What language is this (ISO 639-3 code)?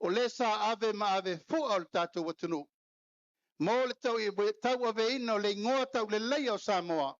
smo